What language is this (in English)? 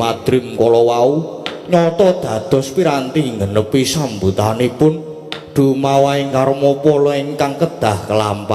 Javanese